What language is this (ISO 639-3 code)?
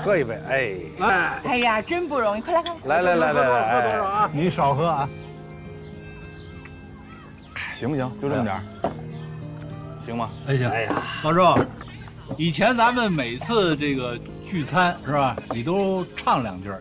zho